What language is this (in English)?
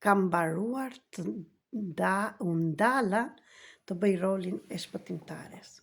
Albanian